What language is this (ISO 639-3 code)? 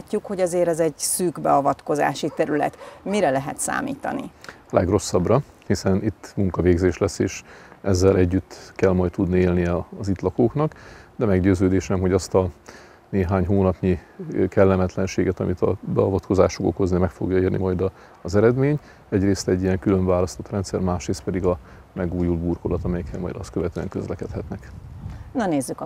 hun